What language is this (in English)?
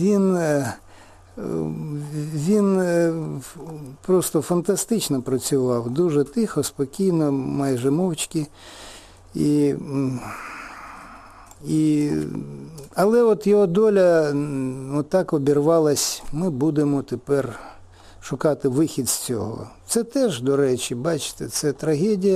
Ukrainian